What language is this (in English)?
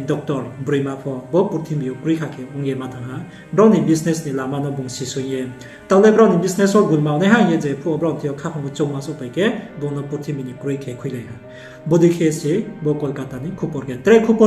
Riang (India)